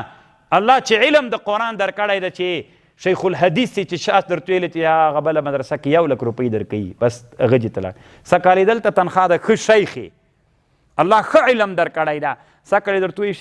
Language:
Pashto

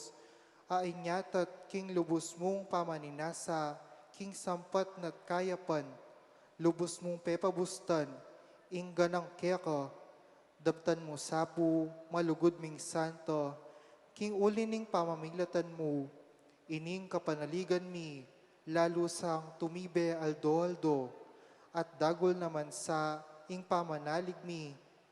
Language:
Pampanga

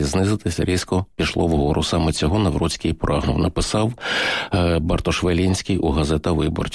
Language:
Ukrainian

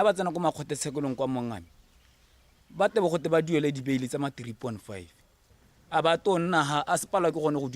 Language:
Tswana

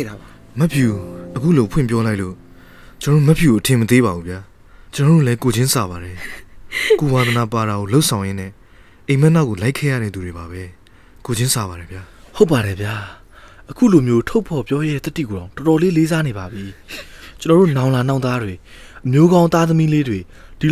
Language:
Burmese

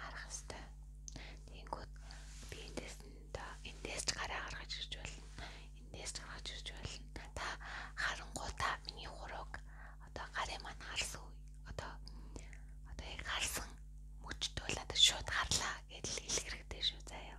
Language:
Mongolian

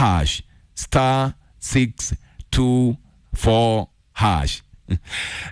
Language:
Kikuyu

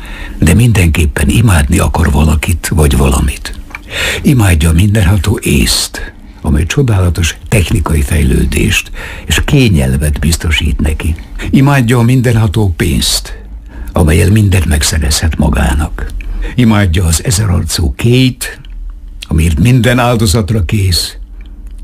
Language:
Hungarian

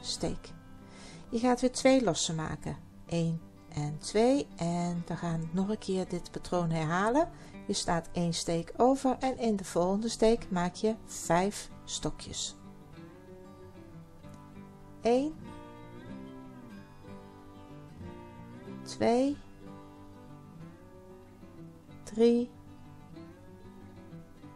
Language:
Dutch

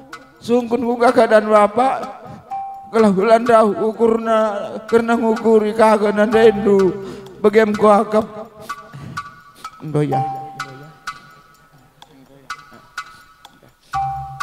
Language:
Batak Karo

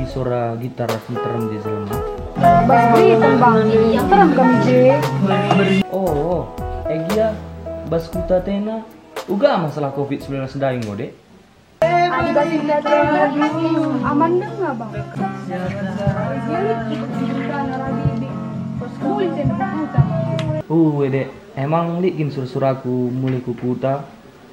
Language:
Batak Karo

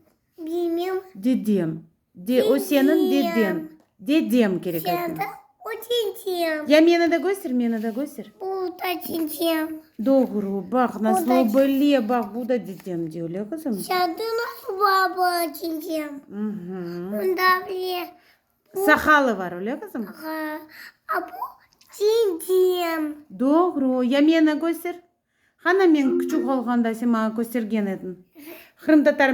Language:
Crimean Tatar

